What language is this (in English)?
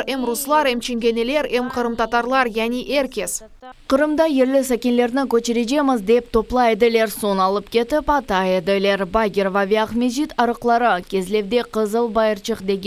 Crimean Tatar